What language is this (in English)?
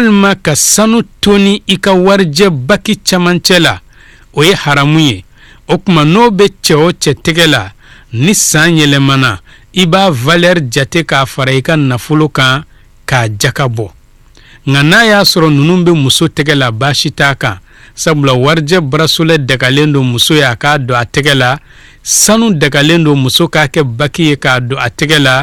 Bambara